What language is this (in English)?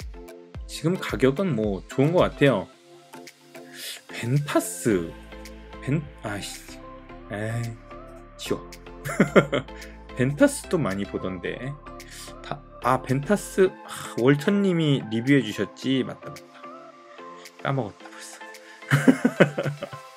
Korean